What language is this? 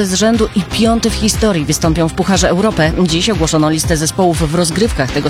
Polish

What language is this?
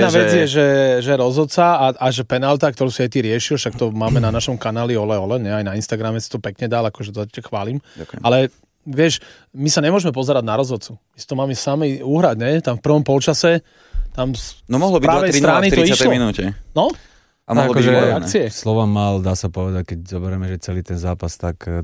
Slovak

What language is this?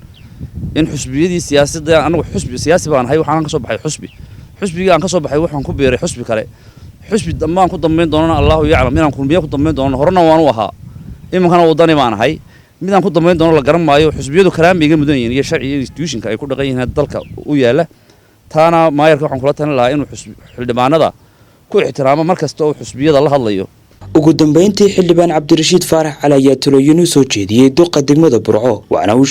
Somali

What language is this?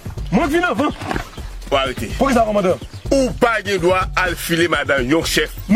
Haitian Creole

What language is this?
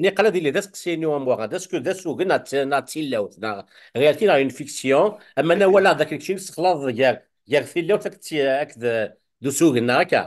Kabyle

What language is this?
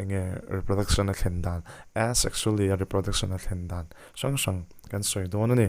Mizo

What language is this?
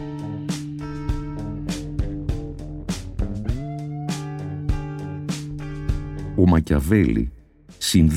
Greek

